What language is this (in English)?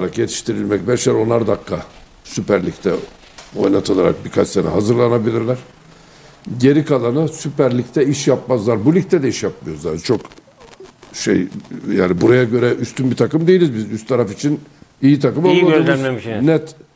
Turkish